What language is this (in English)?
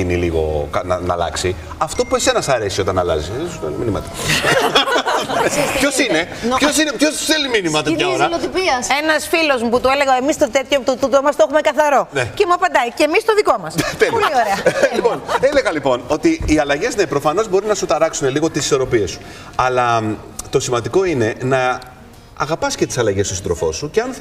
Greek